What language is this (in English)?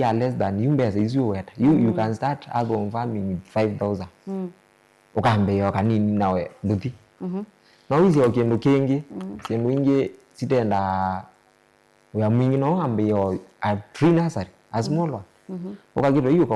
Kamba